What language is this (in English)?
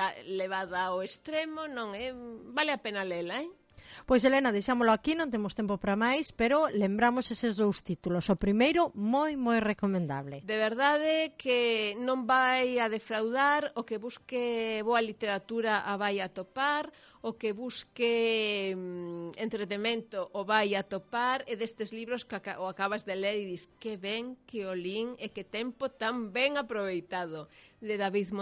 Galician